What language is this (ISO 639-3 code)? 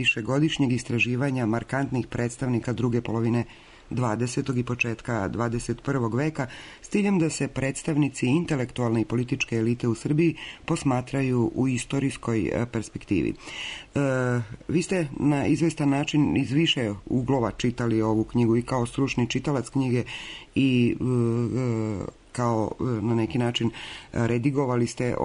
srp